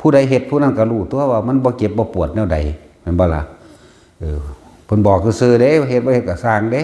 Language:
Northeastern Thai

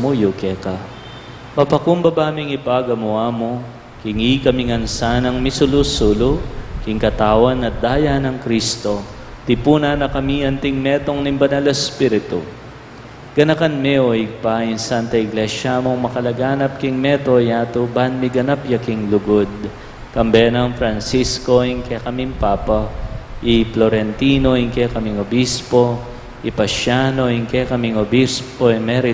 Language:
Pampanga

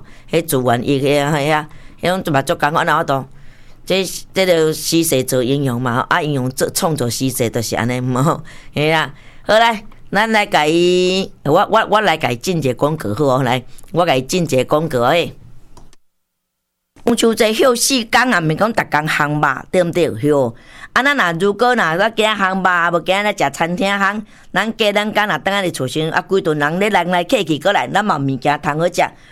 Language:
Min Nan Chinese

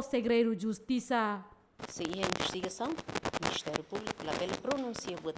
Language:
Tetum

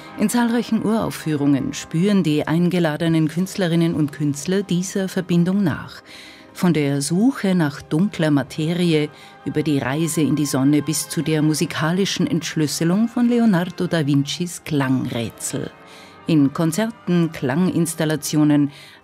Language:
German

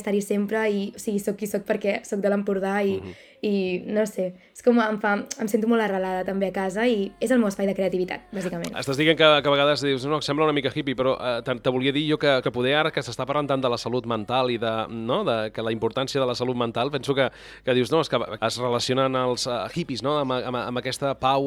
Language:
Catalan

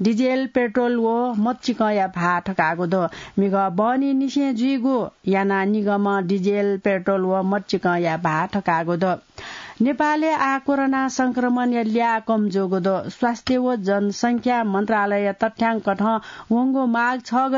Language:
Newari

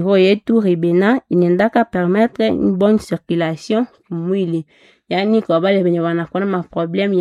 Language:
Swahili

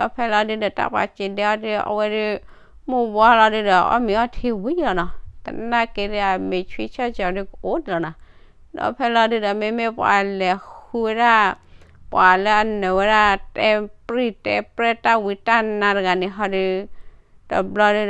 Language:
S'gaw Karen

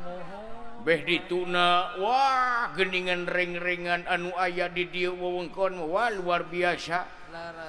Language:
Sundanese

